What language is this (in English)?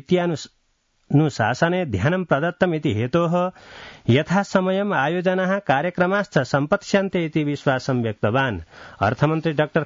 Sanskrit